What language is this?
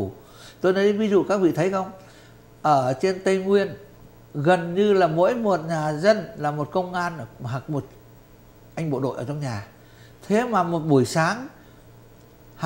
Vietnamese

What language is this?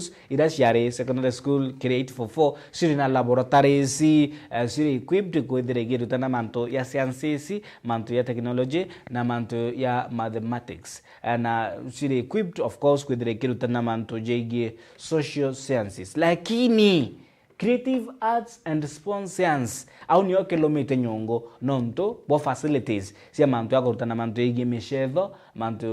Meru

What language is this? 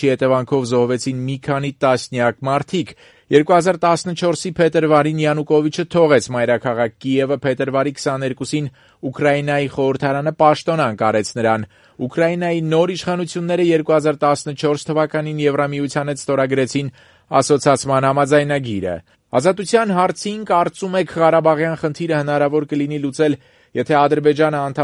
Armenian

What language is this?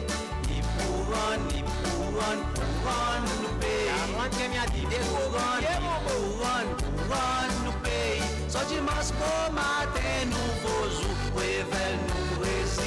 Seselwa Creole French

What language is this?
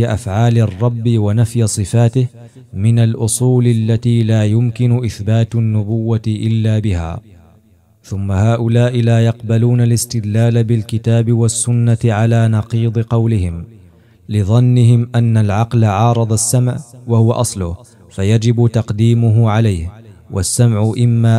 Arabic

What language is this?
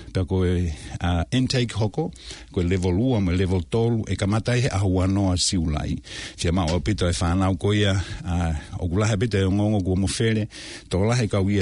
Tongan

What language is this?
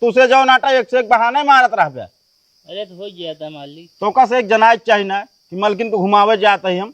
Awadhi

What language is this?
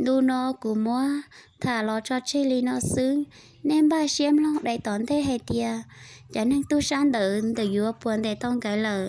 Hmong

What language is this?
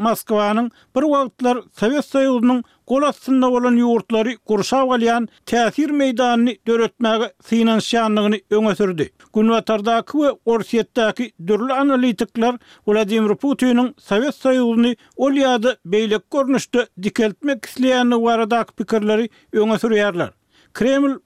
Turkmen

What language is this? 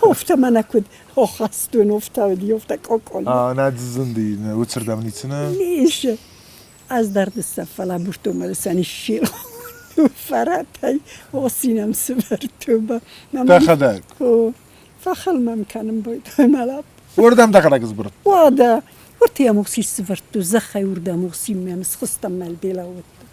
Ossetic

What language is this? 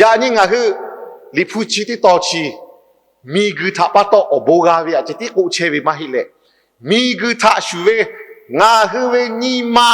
Lahu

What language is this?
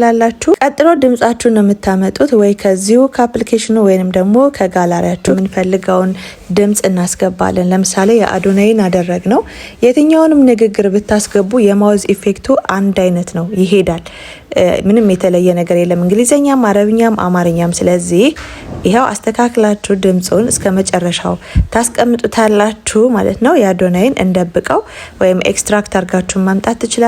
Amharic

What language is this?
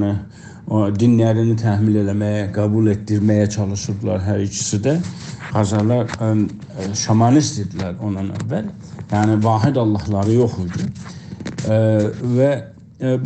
South Azerbaijani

